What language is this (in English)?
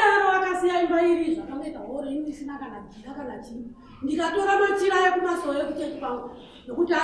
Shona